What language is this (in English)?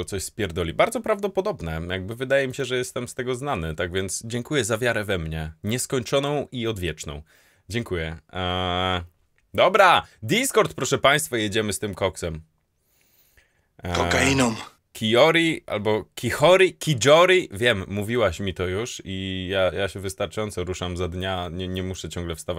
Polish